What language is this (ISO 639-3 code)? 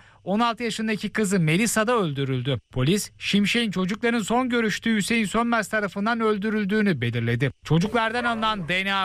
tur